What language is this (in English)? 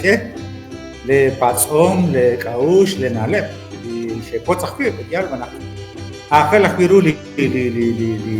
Kekchí